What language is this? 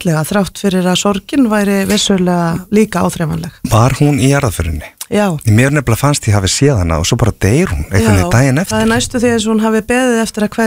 Icelandic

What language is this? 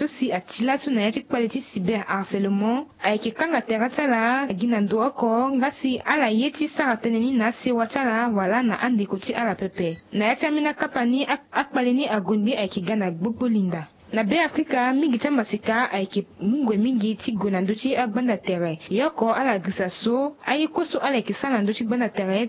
Sango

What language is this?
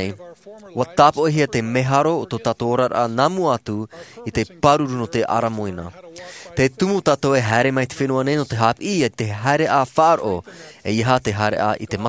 Tahitian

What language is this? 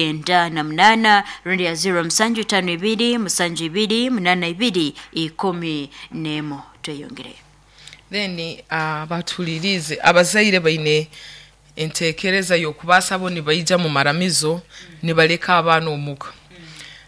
Nyoro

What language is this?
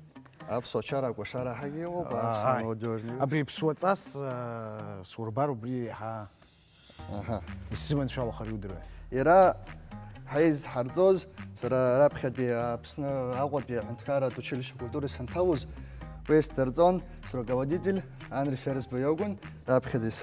Abkhazian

